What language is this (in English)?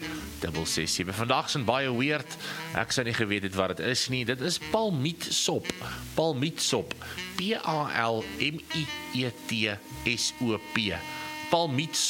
Afrikaans